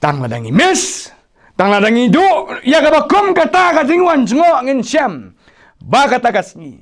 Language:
Khasi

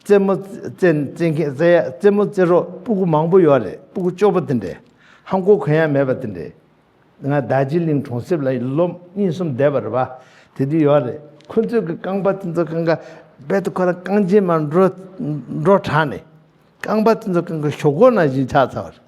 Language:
Tibetan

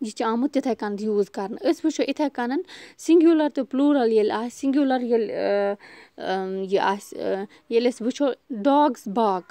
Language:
Kashmiri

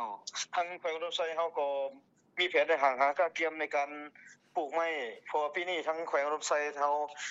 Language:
Lao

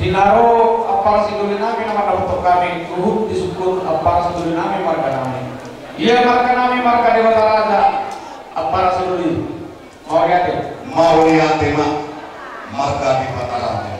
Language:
Batak Toba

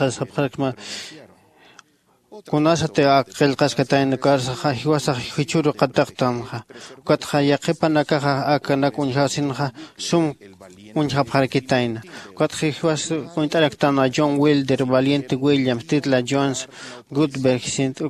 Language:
Aymara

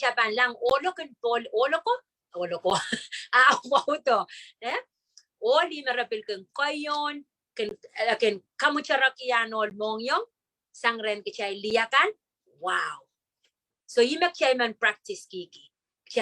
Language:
Pohnpeian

